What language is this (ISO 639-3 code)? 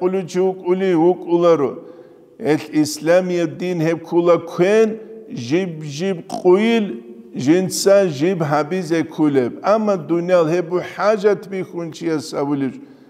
ava